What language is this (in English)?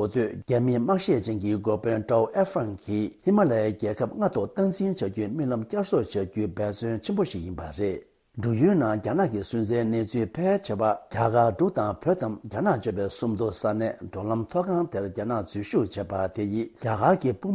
Tibetan